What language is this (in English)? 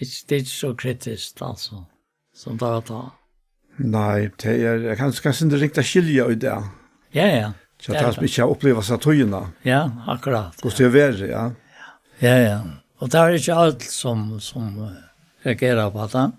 Faroese